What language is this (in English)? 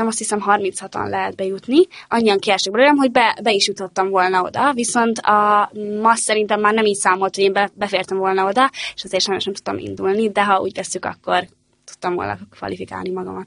Hungarian